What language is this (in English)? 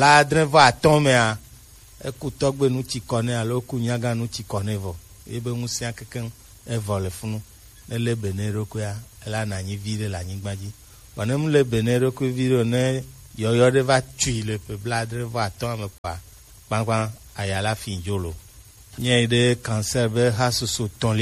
Gen